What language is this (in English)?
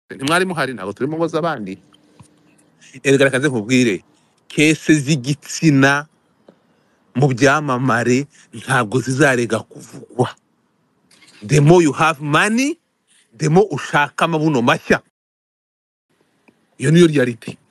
Kinyarwanda